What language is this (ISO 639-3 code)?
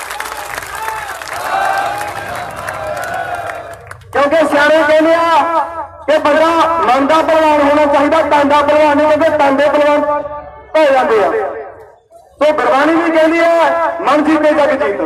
pan